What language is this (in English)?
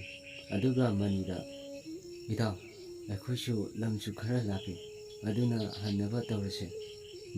Manipuri